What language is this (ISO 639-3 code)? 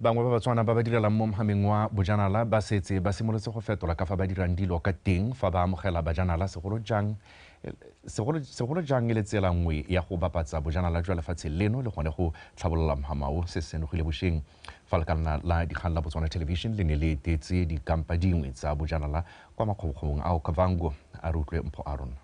tsn